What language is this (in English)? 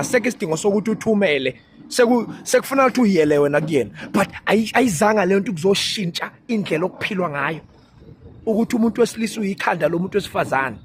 Zulu